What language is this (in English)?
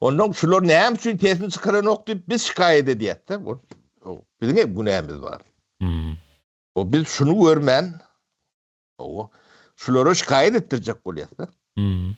Turkmen